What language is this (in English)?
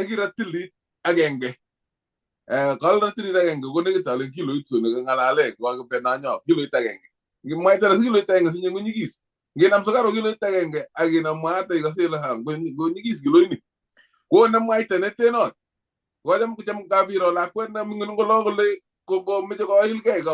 Kalenjin